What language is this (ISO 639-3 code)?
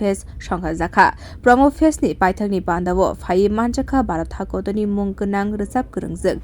trp